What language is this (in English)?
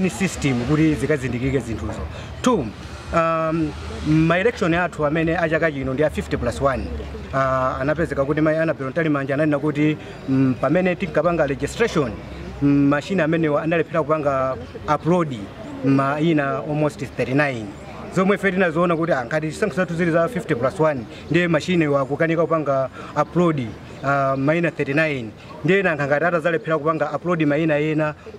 Nyanja